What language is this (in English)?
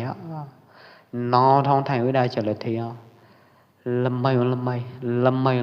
Pwo Eastern Karen